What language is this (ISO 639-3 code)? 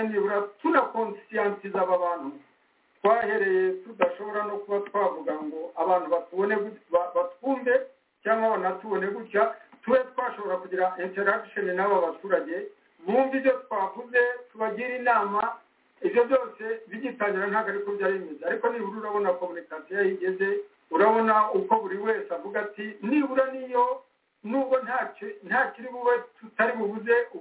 kin